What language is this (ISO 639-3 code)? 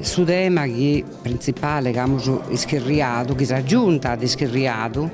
srd